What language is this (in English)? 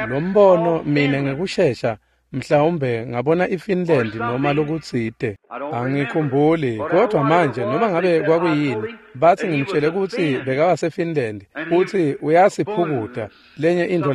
Swati